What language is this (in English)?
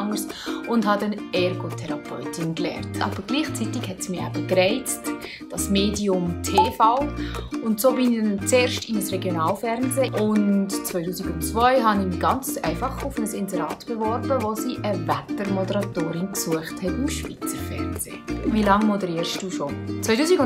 Swiss German